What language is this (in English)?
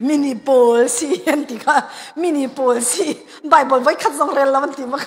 Hakha Chin